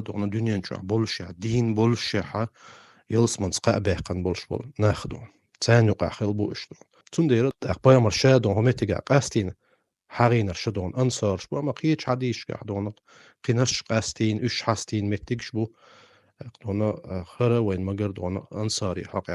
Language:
Chechen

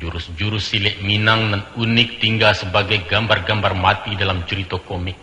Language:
Minangkabau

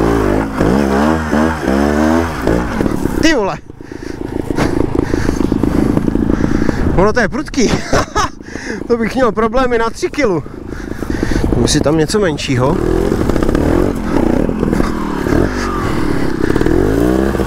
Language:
Czech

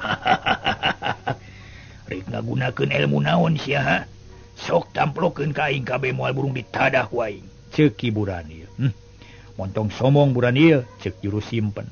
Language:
Sundanese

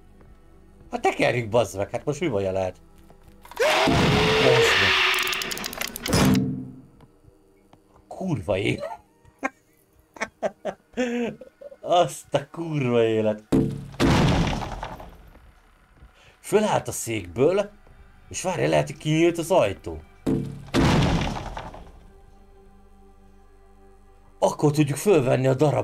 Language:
Hungarian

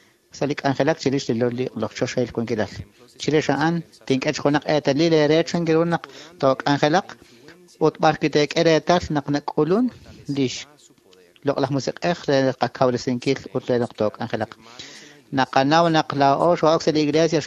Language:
Kekchí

